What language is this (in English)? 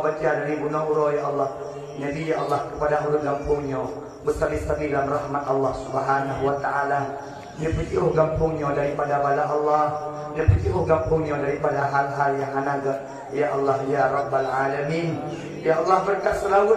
Achinese